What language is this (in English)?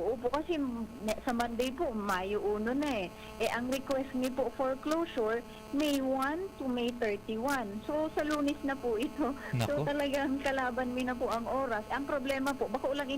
Bikol